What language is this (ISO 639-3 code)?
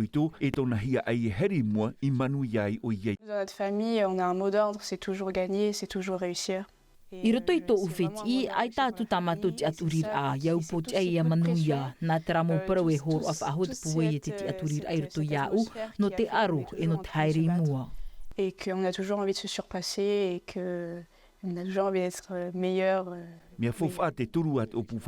tah